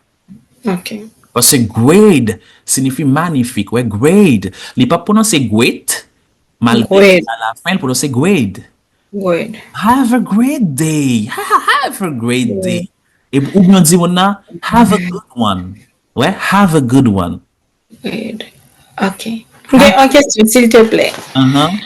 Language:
Haitian Creole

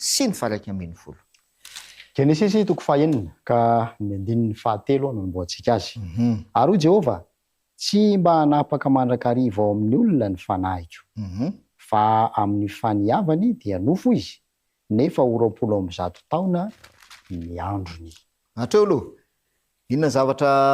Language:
Malagasy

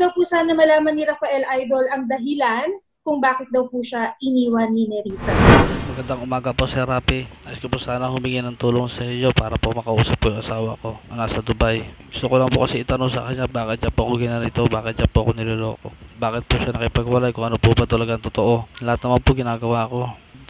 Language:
Filipino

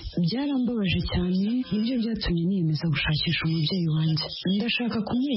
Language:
Kinyarwanda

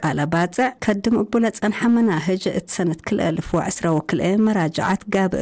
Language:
Tigre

